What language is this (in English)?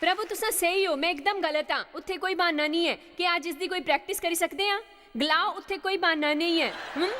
Dogri